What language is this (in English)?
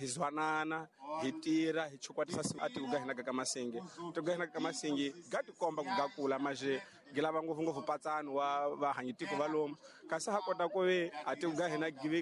Tsonga